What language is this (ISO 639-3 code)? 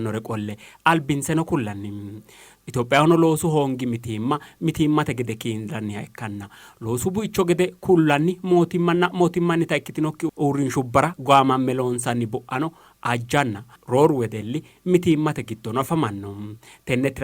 sid